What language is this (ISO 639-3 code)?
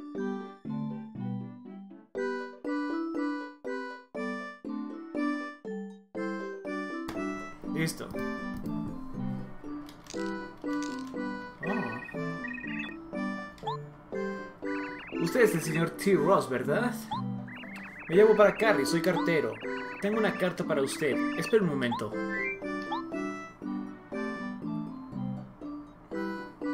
spa